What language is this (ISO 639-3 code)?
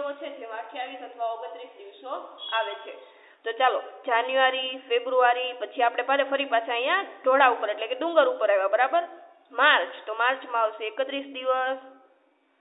guj